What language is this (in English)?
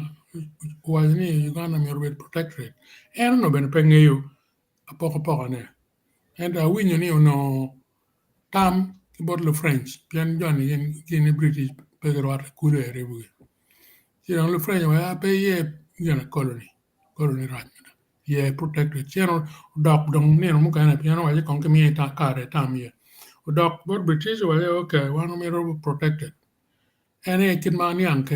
Acoli